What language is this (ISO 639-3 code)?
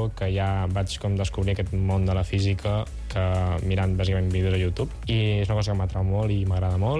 cat